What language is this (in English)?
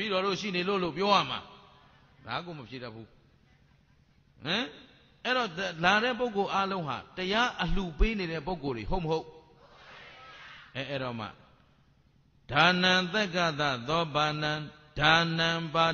Burmese